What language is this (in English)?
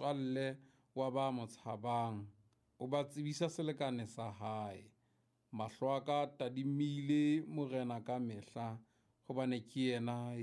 Southern Sotho